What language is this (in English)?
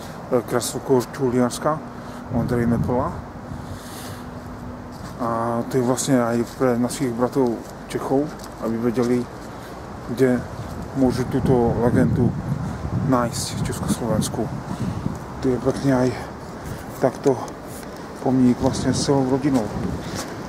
Slovak